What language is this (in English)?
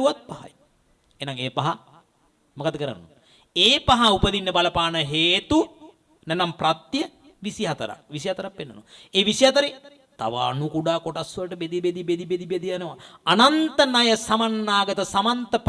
Sinhala